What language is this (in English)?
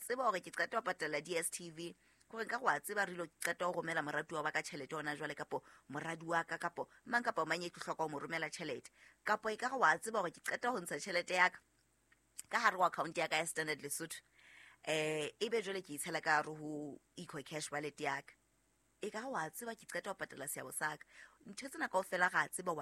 Southern Sotho